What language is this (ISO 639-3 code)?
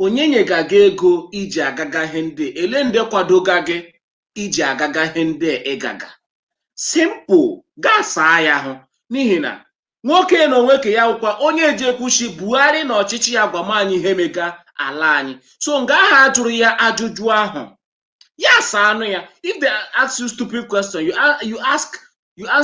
ibo